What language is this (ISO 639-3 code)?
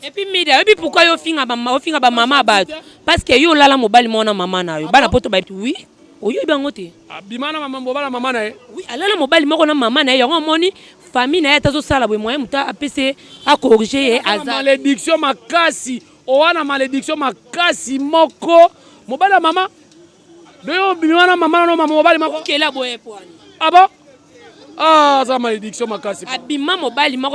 lin